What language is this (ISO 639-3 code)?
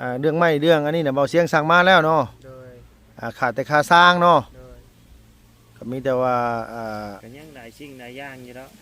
lao